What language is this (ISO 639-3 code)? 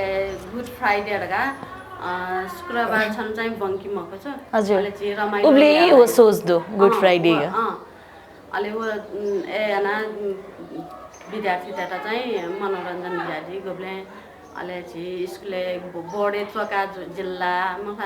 new